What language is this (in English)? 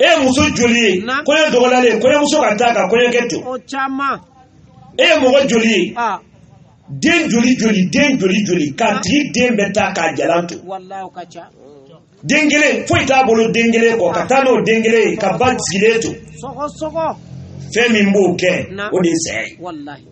Bambara